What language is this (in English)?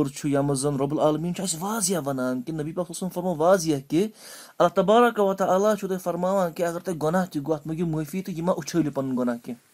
Kashmiri